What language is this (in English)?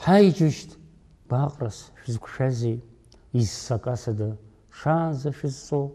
Abkhazian